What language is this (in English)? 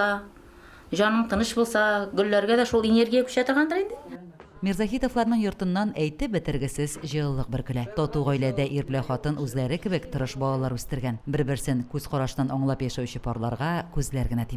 Tatar